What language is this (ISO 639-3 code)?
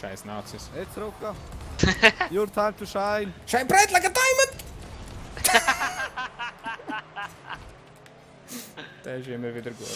gsw